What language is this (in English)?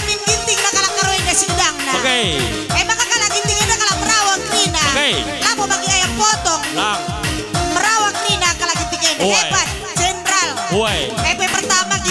Batak Karo